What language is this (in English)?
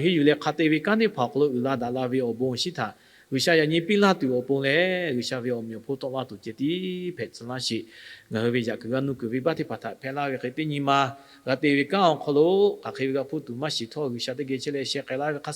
Lahu